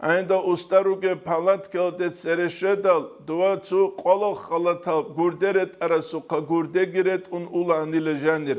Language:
Avaric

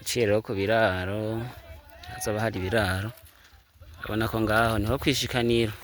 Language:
Rundi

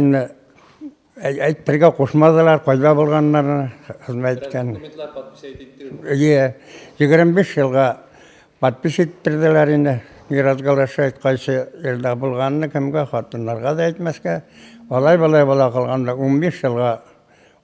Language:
Bashkir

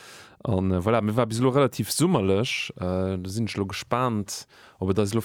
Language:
Luxembourgish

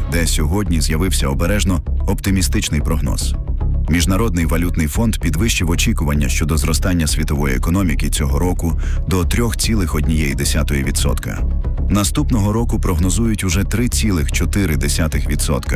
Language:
Ukrainian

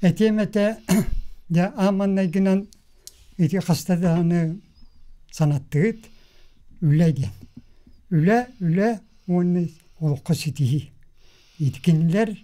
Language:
Yakut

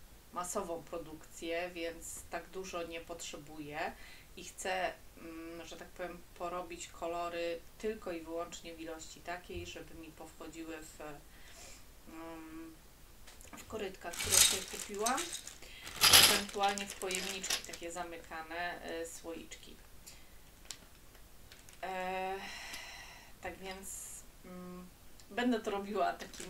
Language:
Polish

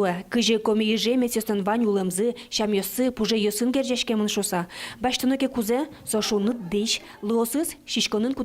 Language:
Udmurt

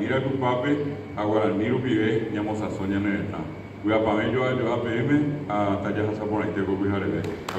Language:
Guarani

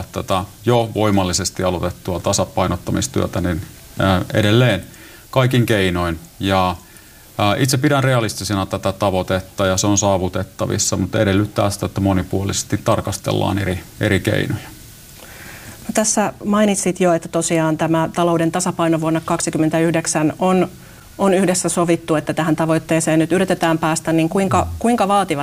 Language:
Finnish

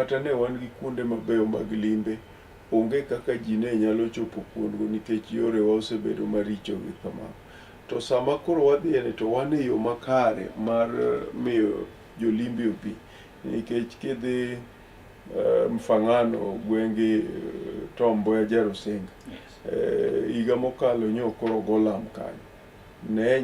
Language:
Luo (Kenya and Tanzania)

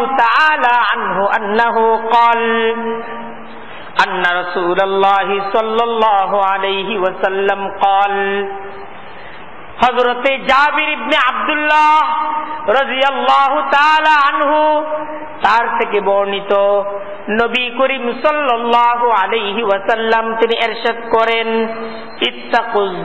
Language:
Bangla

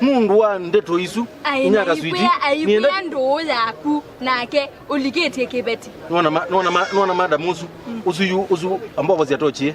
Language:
Kamba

